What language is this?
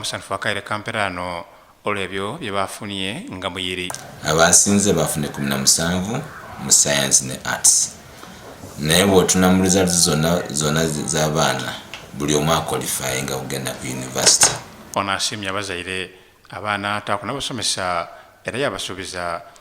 Soga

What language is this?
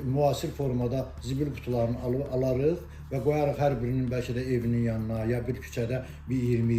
Azerbaijani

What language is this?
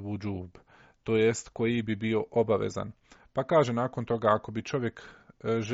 Bosnian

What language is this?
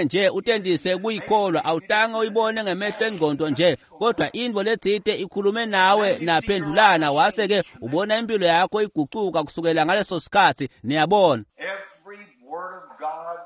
Swati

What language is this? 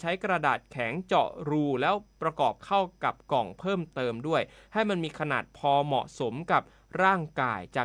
Thai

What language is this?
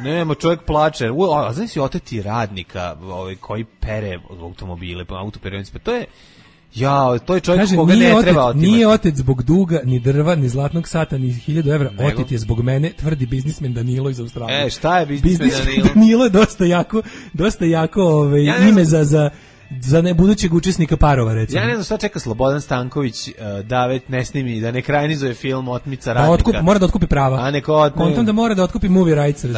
Serbian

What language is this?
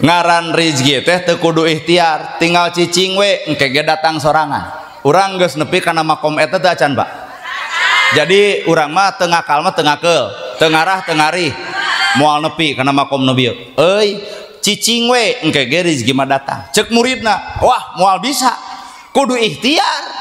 Sundanese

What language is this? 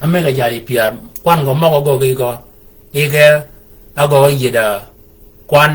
Shilluk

